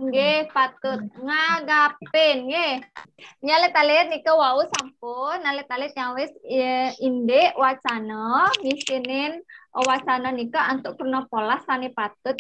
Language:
Balinese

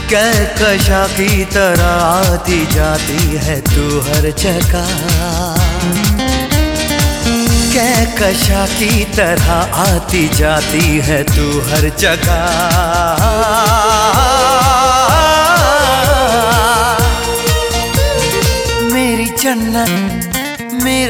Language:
Hindi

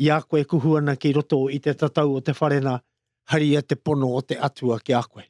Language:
Māori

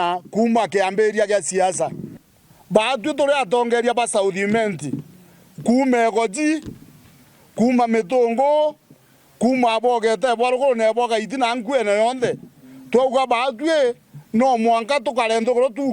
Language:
Meru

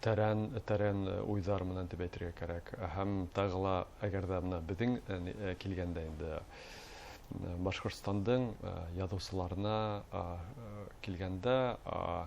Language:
Bashkir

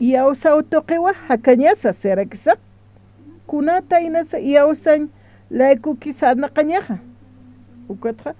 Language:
Aymara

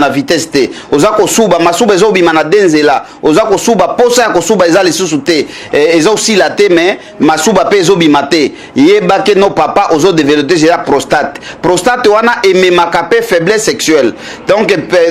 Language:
Lingala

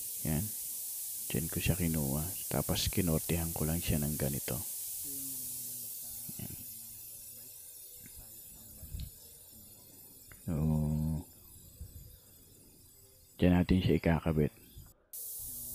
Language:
Filipino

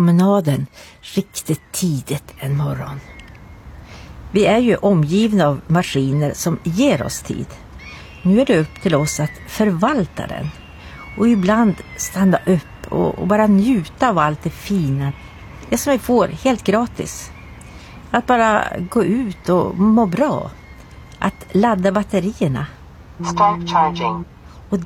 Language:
Swedish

